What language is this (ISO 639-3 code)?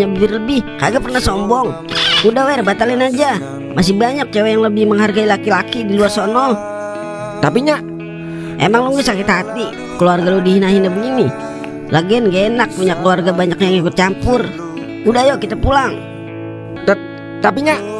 bew